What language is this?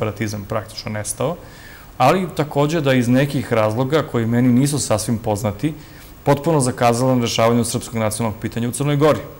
Serbian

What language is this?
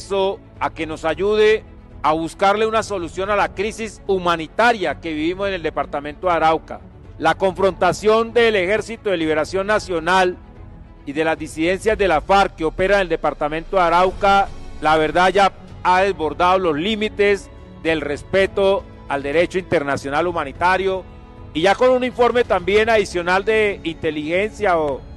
Spanish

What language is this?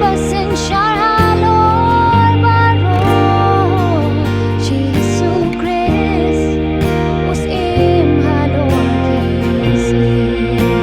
Khasi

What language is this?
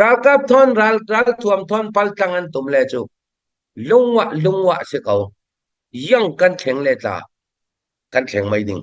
Falam Chin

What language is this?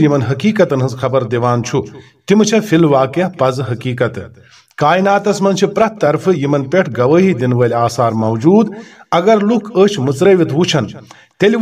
Kashmiri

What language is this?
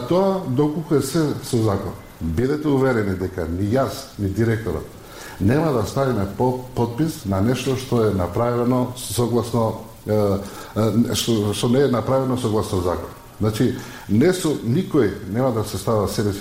Macedonian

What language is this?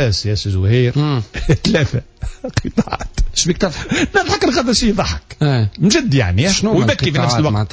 Tunisian Arabic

